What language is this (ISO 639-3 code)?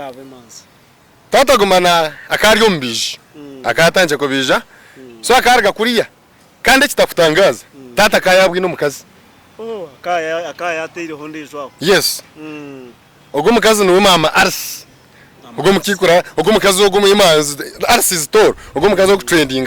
nyn